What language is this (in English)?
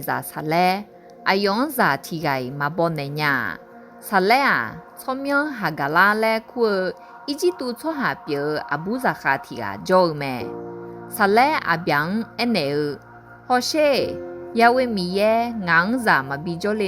Akha